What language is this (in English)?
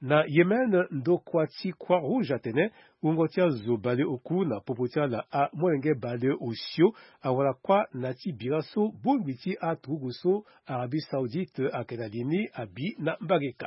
Sango